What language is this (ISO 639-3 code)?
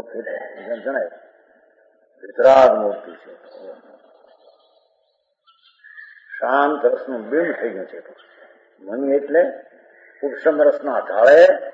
guj